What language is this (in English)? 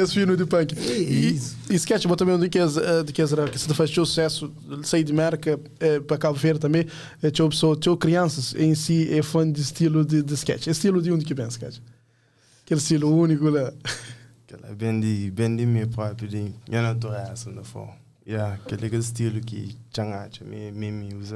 Kabuverdianu